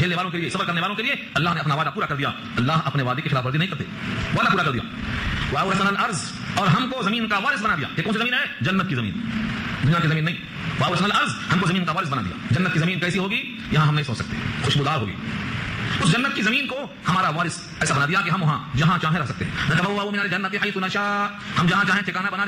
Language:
Urdu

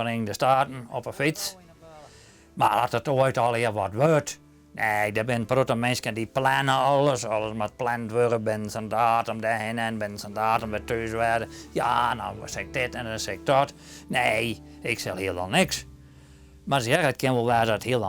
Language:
Western Frisian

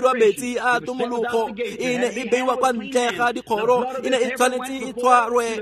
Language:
Tswana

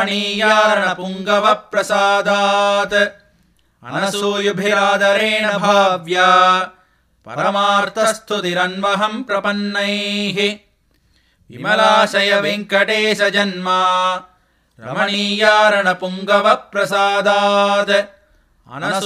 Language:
Sanskrit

